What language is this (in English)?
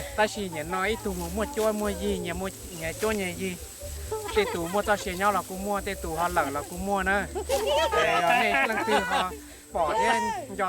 Hmong